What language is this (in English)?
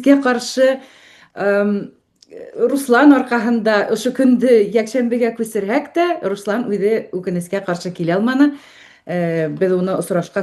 Bashkir